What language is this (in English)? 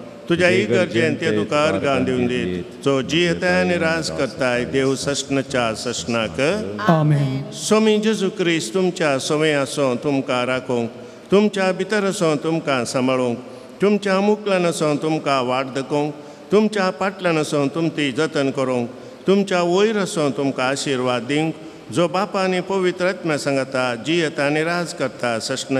Konkani